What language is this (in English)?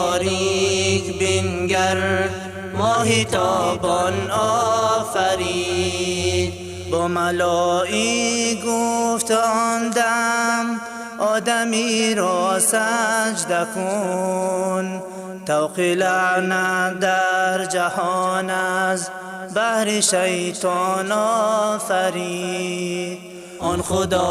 Persian